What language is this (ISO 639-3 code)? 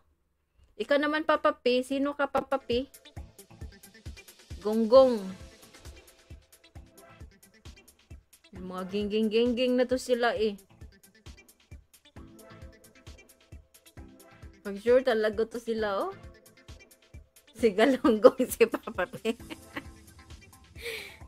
fil